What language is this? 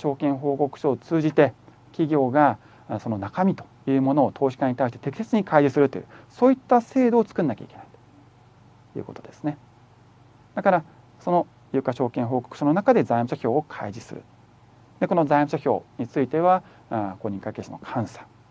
Japanese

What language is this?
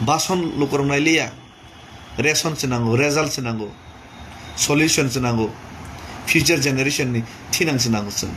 Kok Borok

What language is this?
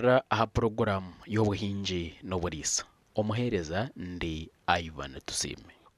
Nyankole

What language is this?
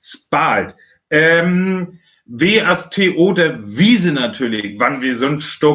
Northern Frisian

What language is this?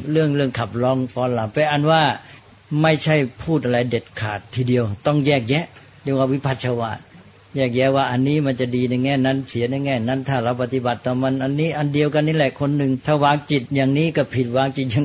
Thai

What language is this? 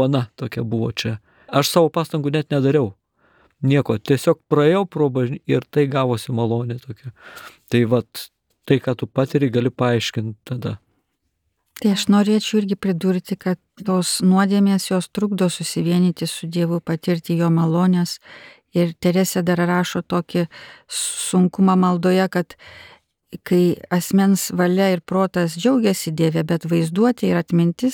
Lithuanian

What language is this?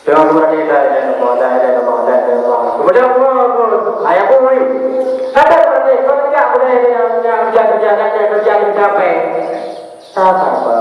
Achinese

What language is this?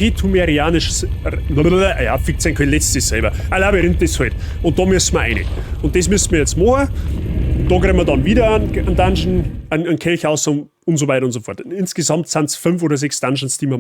Bavarian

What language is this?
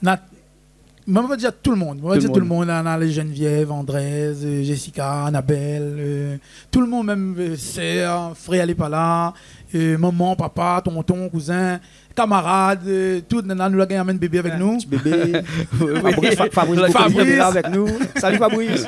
Réunion Creole French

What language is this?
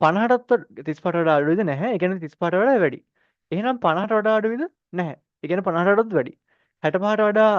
Sinhala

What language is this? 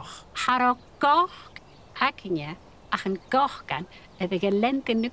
Scottish Gaelic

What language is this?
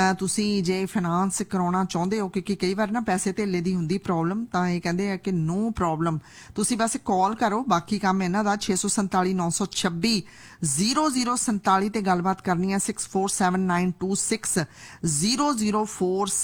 Punjabi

